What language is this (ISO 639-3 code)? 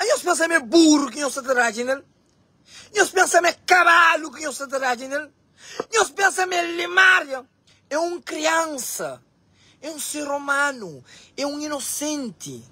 kea